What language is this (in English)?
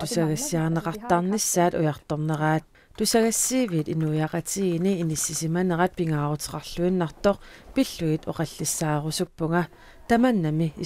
Kalaallisut